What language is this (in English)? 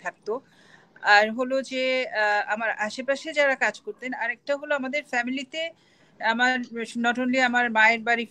Bangla